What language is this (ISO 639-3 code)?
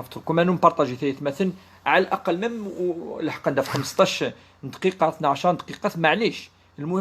kab